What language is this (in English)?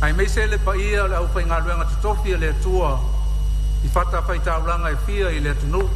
Samoan